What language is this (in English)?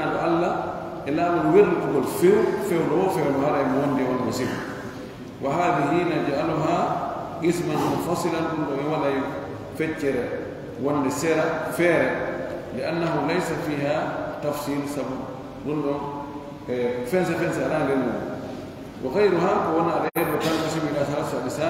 Pular